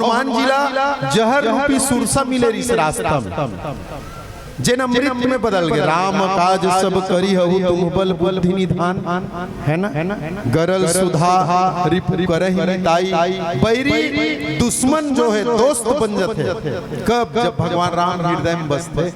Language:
Chhattisgarhi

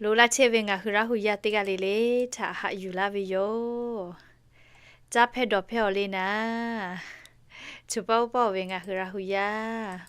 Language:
Lahu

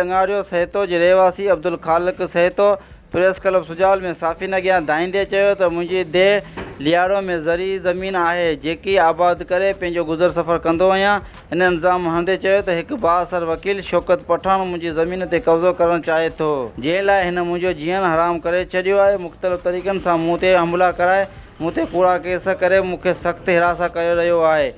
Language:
Sindhi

